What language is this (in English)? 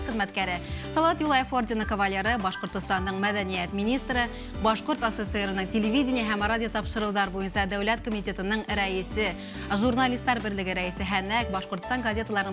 Bashkir